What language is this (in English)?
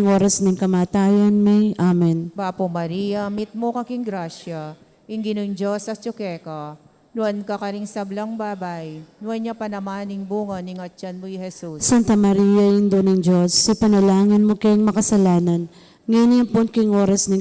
Pampanga